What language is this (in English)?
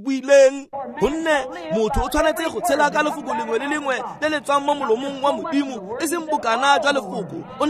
Tswana